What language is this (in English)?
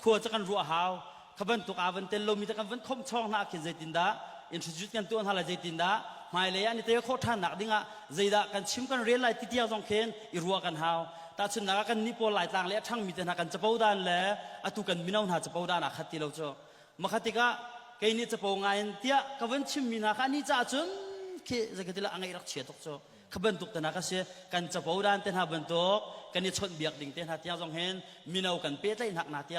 Hakha Chin